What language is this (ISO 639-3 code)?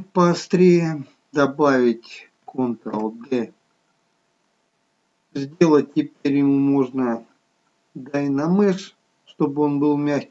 rus